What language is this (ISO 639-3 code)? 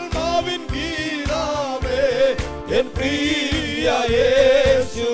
mal